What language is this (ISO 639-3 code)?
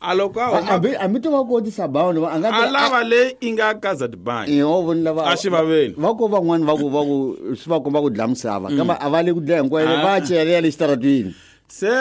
tso